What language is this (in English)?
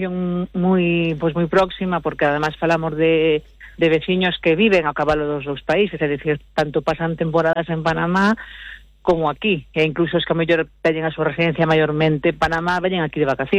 Galician